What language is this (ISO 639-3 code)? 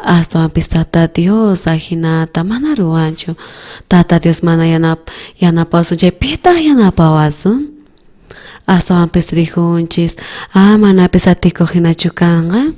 quh